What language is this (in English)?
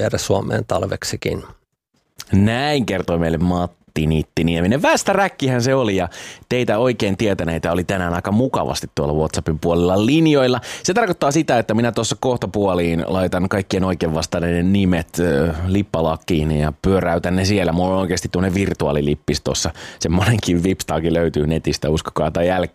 Finnish